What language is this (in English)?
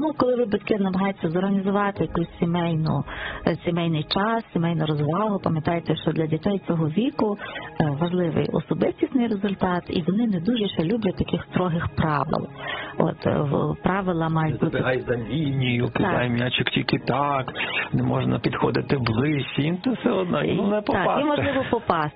Ukrainian